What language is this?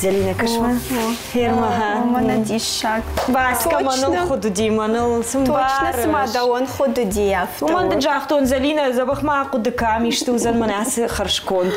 Ossetic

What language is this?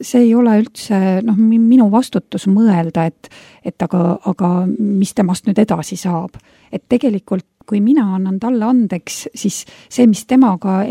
Estonian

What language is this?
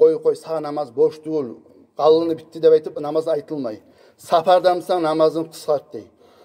Kumyk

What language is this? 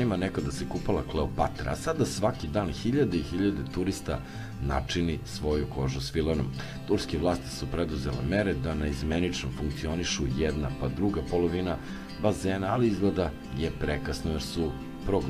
Serbian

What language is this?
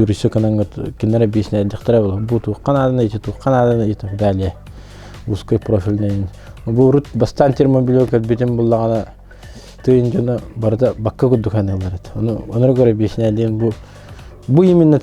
Yakut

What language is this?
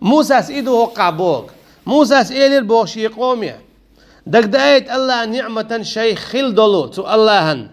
Chechen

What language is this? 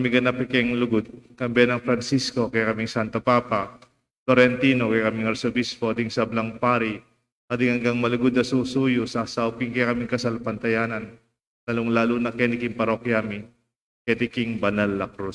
Pampanga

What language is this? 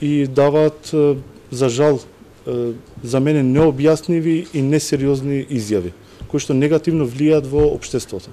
Macedonian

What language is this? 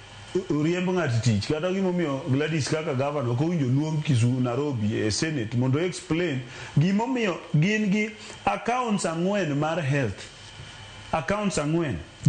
Luo (Kenya and Tanzania)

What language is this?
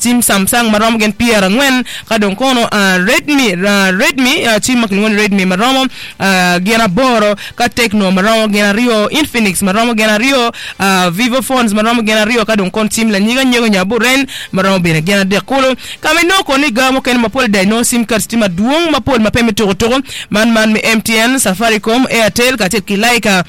Acoli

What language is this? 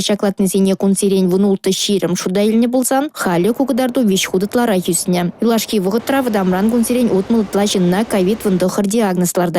Chuvash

